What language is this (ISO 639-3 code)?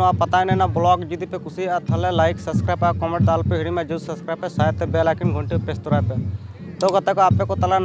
sat